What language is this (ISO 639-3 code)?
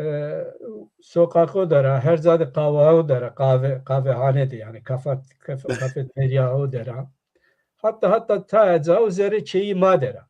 zza